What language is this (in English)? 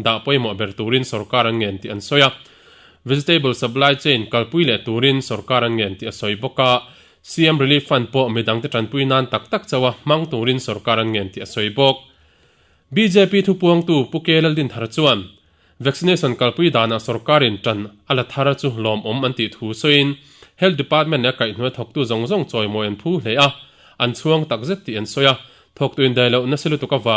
Mizo